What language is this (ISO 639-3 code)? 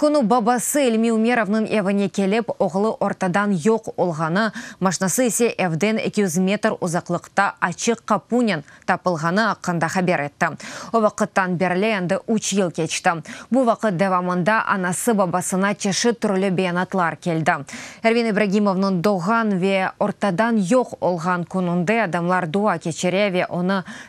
crh